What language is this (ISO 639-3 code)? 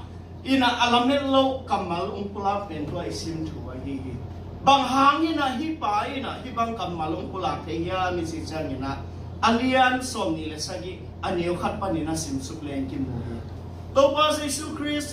ctd